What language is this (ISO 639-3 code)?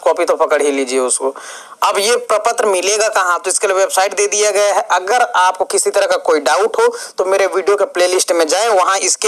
hin